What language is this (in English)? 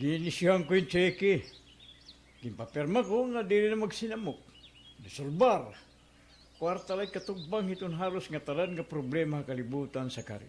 Waray